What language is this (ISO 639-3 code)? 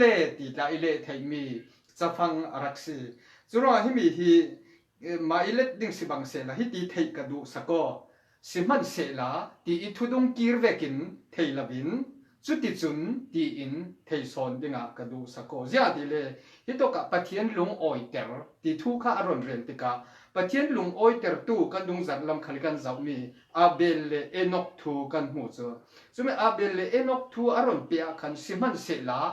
cfm